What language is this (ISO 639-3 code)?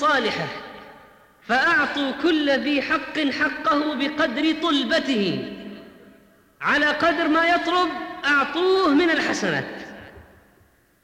ara